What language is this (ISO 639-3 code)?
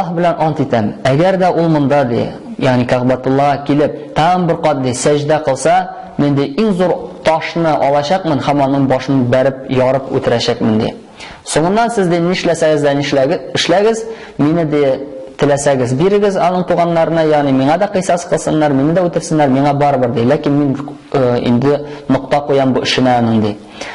tat